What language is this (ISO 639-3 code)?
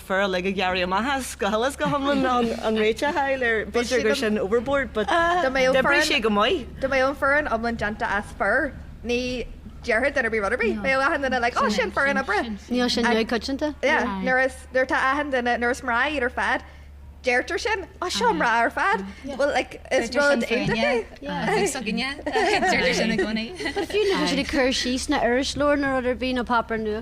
gle